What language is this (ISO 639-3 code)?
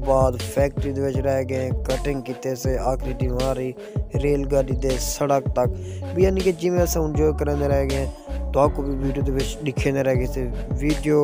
skr